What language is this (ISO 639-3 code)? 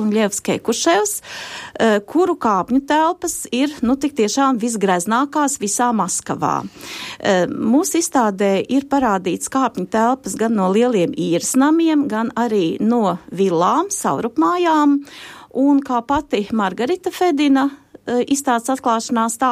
lav